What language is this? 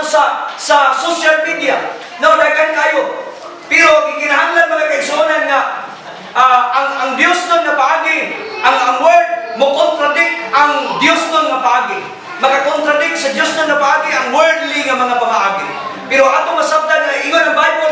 Cebuano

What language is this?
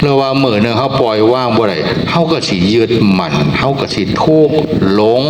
Northeastern Thai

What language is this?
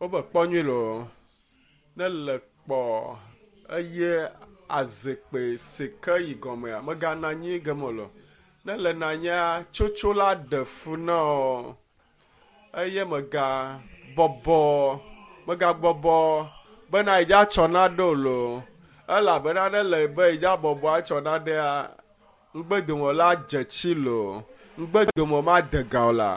Ewe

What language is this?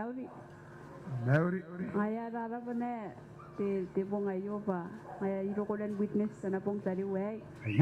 Gilbertese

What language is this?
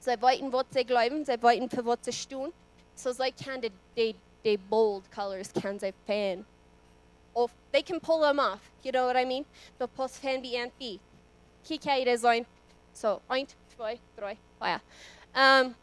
Plautdietsch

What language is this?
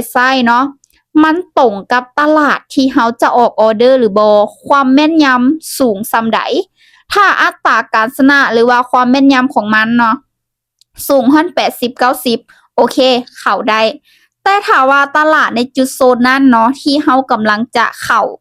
Lao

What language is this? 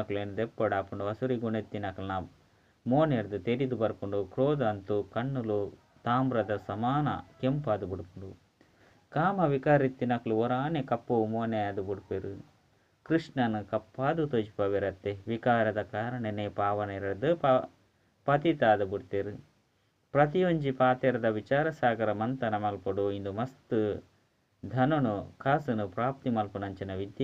Tulu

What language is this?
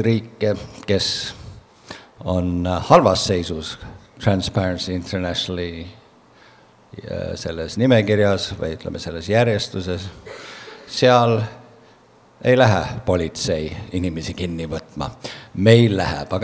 Estonian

